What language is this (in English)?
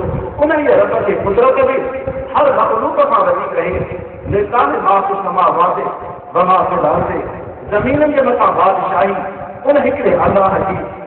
Urdu